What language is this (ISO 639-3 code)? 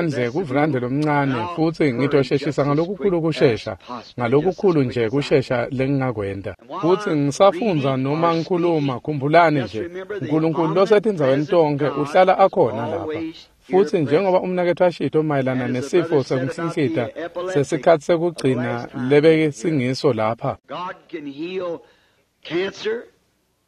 ssw